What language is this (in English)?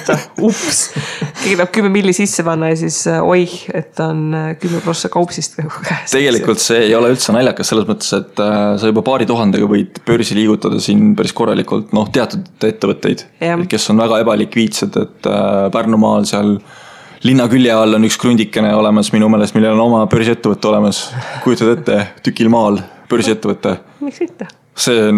Estonian